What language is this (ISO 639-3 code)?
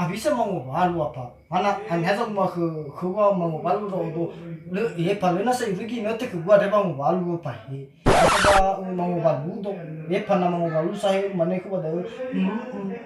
nia